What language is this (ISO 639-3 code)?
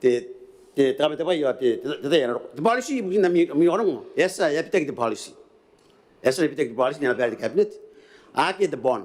gil